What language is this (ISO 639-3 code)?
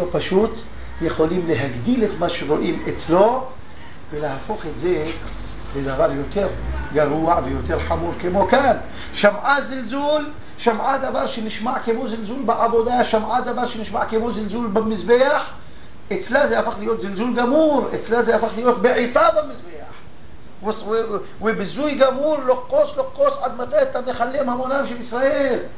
heb